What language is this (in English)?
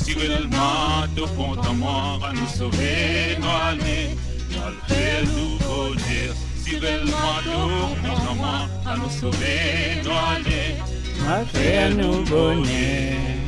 Morisyen